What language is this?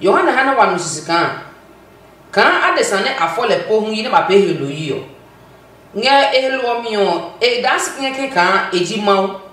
Adangme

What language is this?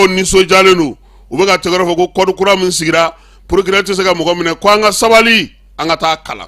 Bambara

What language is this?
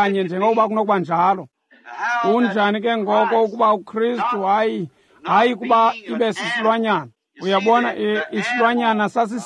Xhosa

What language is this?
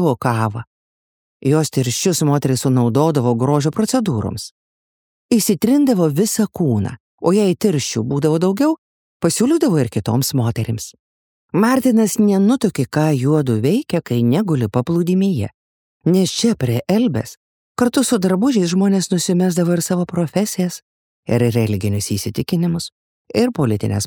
Lithuanian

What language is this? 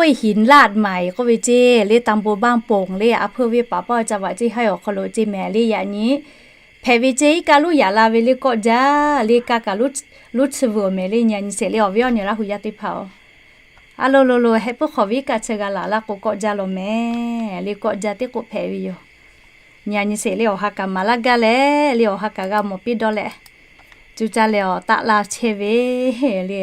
Lahu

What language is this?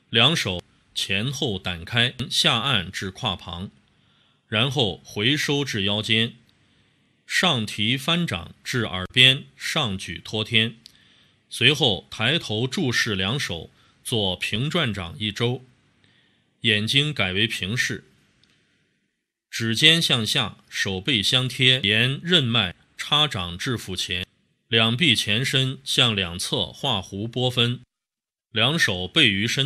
Chinese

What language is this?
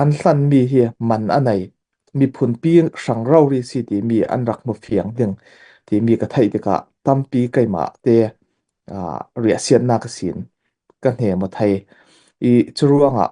Falam Chin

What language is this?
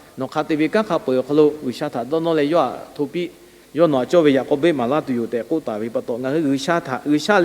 Lahu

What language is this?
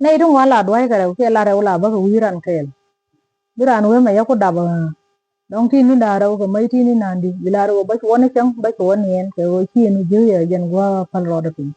Nuer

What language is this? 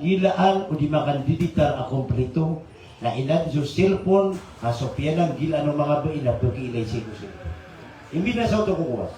Maranao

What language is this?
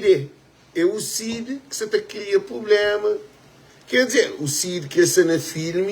Kabuverdianu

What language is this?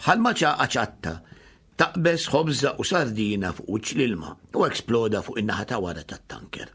Maltese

